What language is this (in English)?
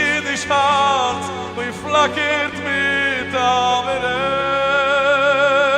Yiddish